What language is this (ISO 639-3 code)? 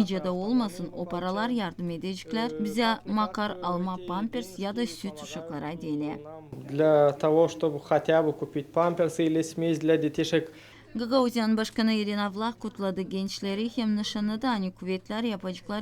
gag